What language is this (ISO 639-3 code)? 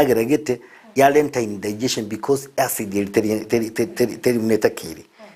guz